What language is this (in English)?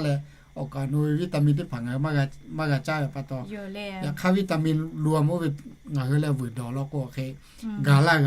Lahu